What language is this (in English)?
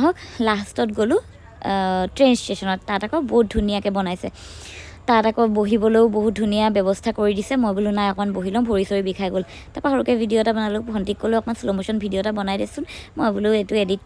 Assamese